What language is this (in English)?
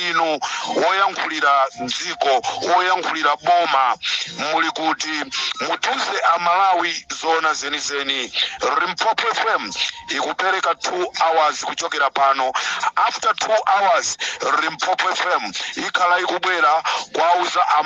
Nyanja